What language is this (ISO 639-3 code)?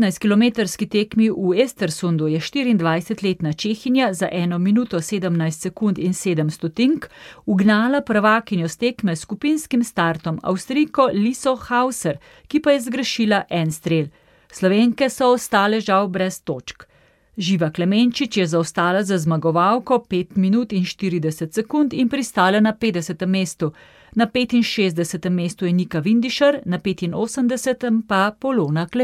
slv